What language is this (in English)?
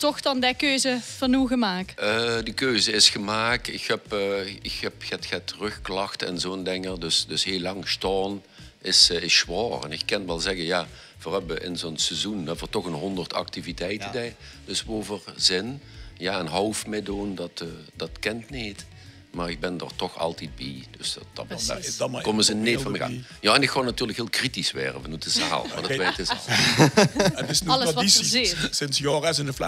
Limburgish